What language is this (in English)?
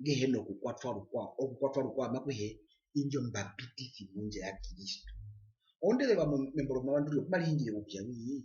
Herero